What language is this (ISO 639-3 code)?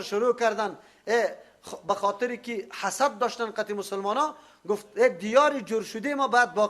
fas